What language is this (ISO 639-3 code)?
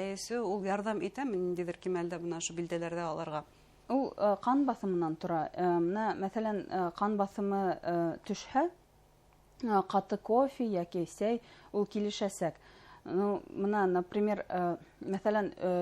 bak